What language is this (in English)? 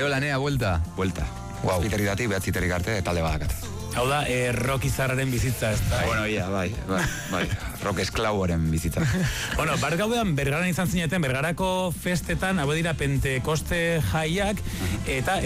Basque